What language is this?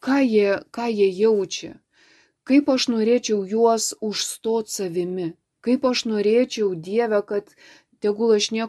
Lithuanian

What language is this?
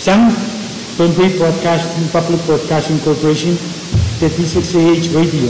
Pohnpeian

